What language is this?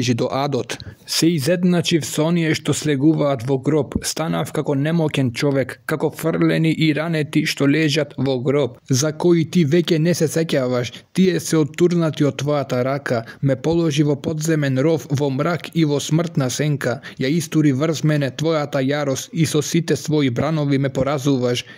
Macedonian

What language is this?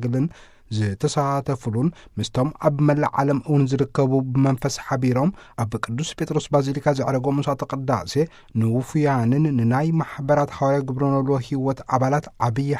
Tigrinya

